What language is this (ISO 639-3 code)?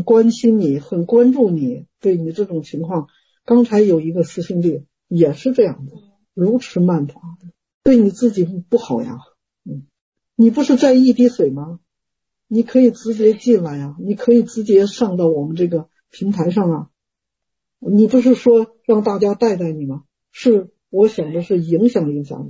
zho